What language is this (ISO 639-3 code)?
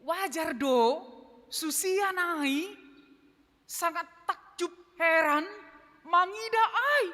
bts